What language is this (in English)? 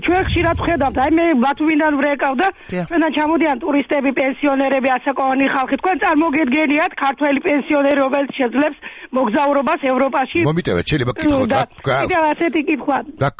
Georgian